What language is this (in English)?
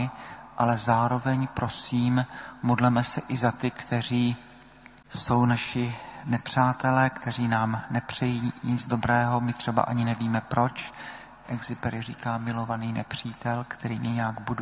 Czech